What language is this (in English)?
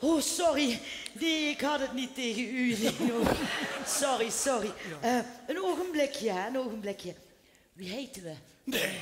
Limburgish